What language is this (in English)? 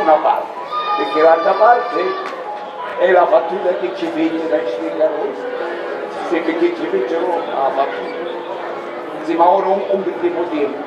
Sicilian